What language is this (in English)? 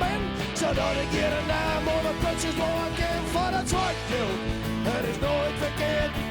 Western Frisian